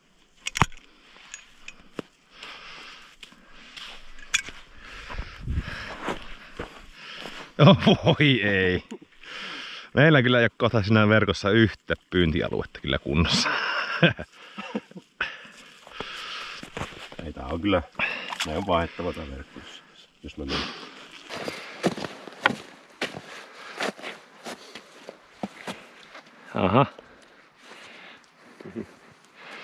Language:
Finnish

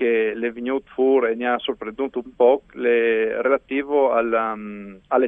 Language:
Friulian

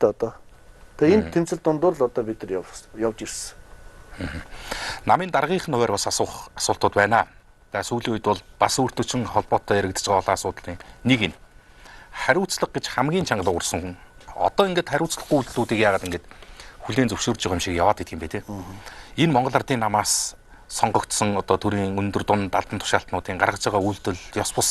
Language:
Mongolian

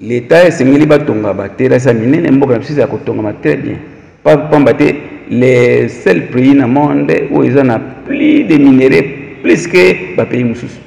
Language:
Lingala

